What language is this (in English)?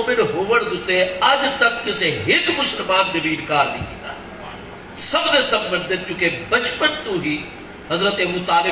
Saraiki